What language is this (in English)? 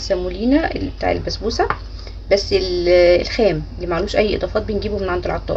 Egyptian Arabic